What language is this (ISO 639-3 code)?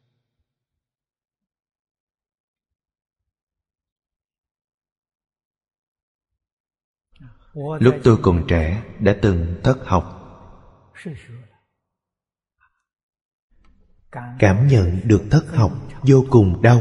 vie